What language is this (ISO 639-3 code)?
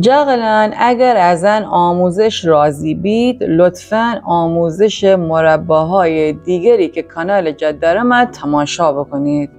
glk